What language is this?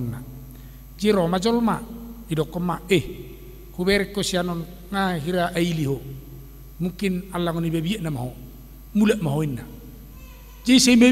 Batak Toba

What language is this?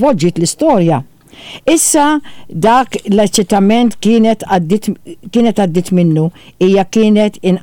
Maltese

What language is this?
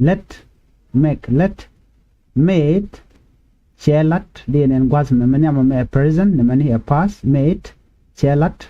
Nuer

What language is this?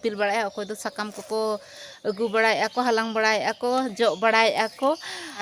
Santali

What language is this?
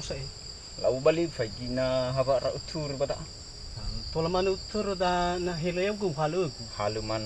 Nias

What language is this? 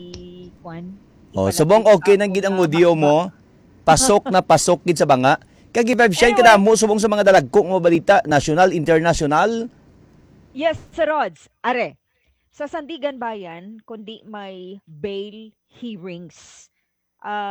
Hiligaynon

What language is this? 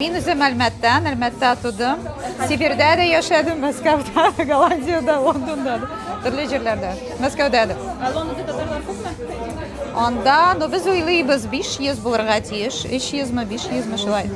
Tatar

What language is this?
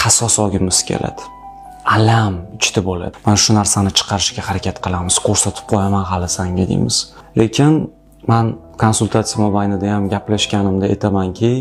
Uzbek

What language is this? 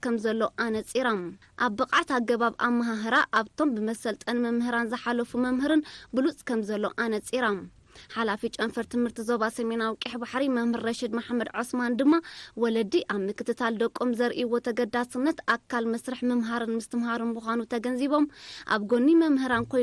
Tigrinya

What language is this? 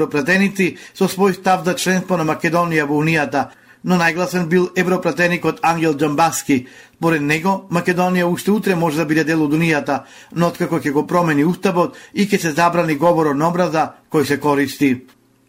Macedonian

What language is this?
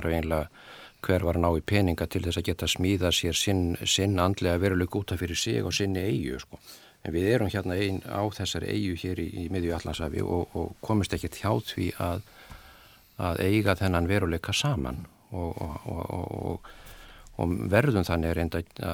Icelandic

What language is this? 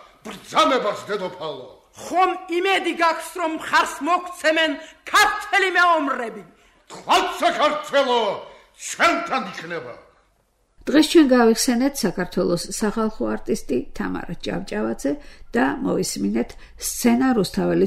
Georgian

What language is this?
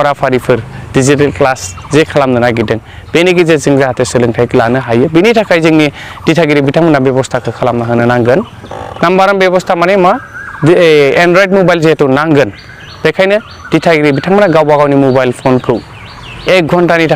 Bodo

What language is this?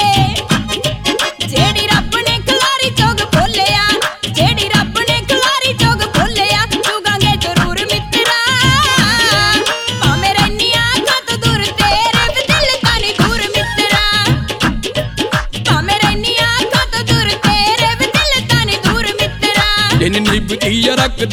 Punjabi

